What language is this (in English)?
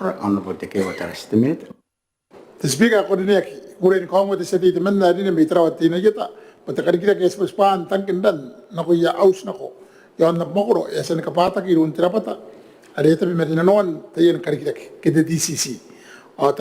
Gilbertese